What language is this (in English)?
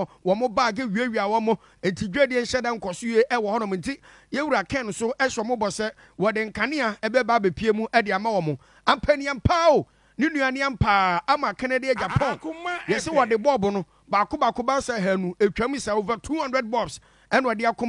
Akan